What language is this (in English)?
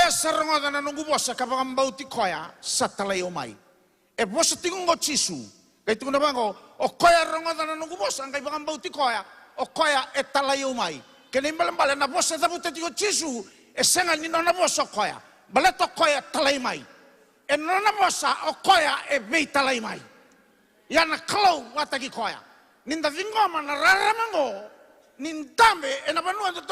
Fijian